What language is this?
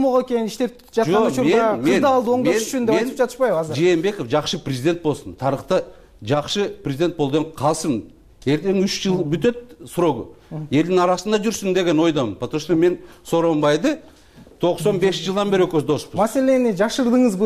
Kyrgyz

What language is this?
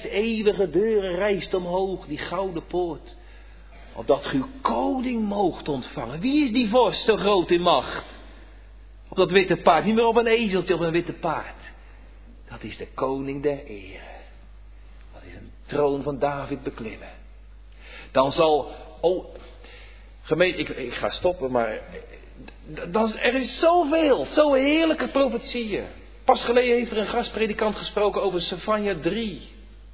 Dutch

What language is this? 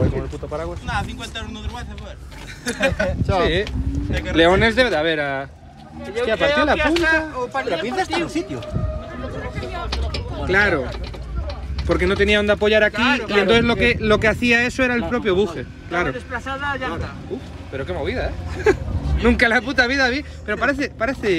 Spanish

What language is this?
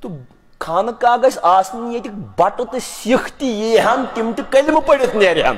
Kashmiri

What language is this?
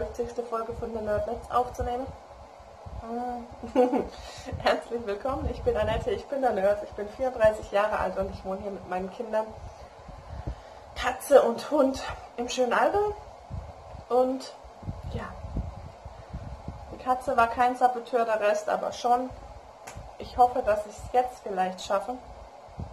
German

